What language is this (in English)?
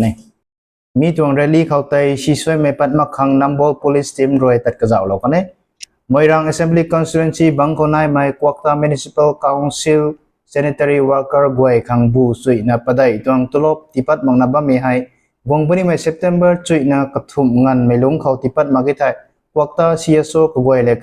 Rongmei Naga